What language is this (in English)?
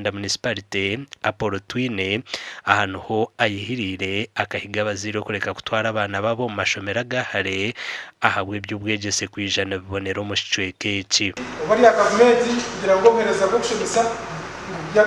Nyankole